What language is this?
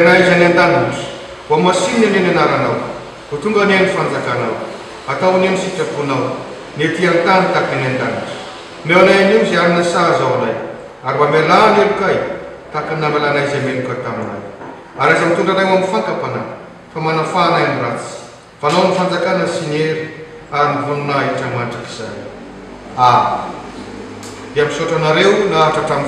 Malagasy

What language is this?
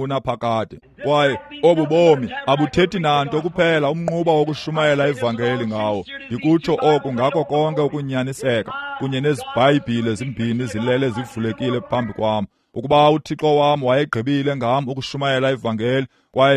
Xhosa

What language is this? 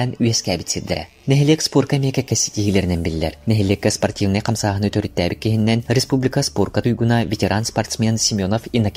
Yakut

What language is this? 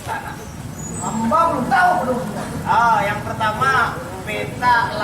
Banjar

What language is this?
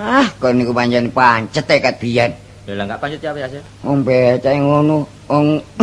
Javanese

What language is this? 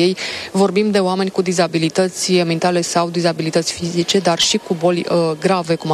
Romanian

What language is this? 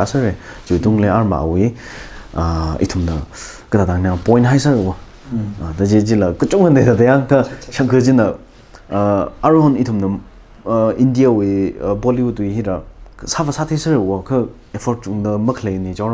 Tangkhul Naga (India)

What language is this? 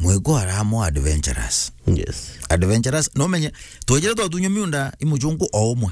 Meru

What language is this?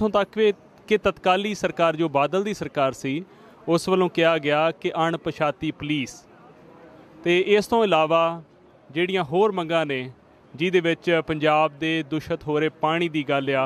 Punjabi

